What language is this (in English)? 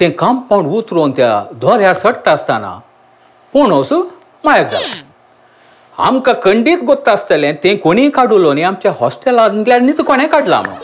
Konkani